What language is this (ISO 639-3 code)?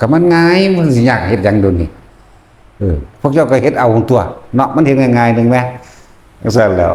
tts